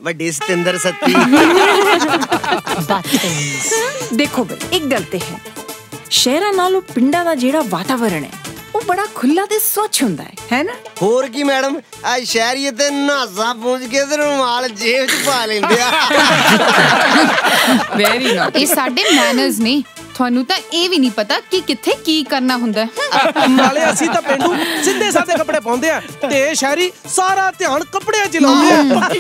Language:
Punjabi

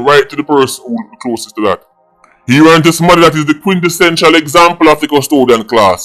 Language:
Jamaican Creole English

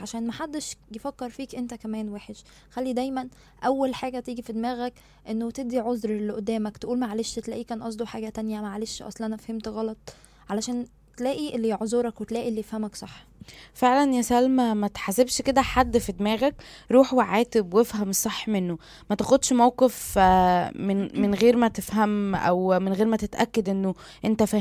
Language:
Egyptian Arabic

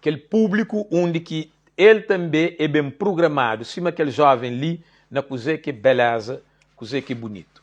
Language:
Kabuverdianu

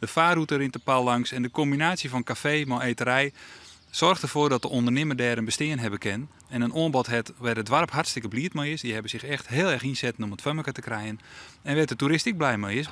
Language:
Western Frisian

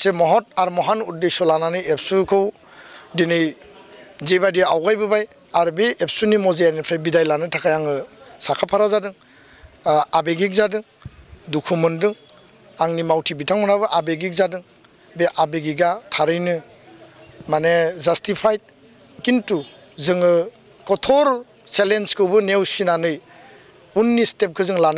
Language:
Bodo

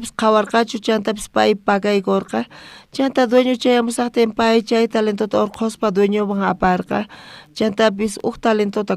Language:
South Bolivian Quechua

